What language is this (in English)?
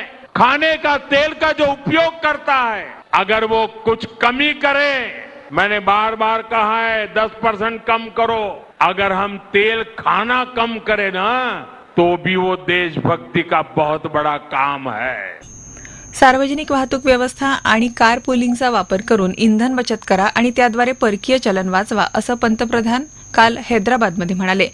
Marathi